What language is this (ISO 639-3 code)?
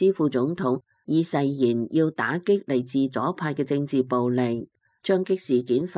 yue